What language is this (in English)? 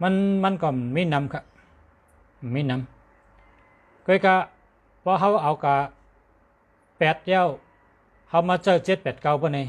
Shan